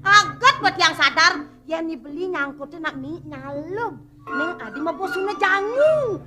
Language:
Balinese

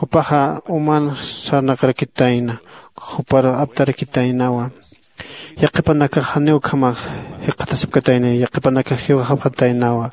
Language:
Aymara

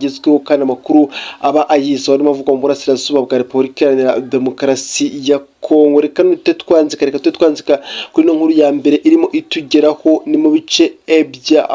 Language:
Kinyarwanda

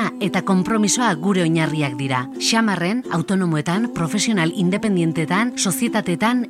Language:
Basque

